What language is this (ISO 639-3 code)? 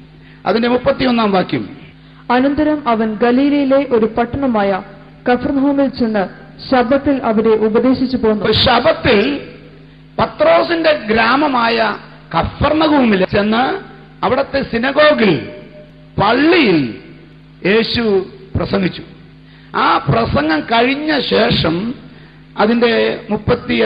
mal